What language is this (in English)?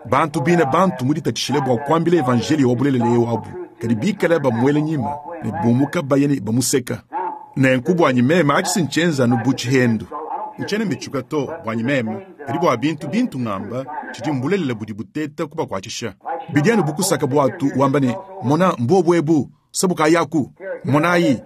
Luba-Lulua